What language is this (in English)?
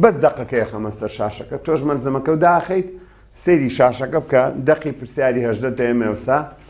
Central Kurdish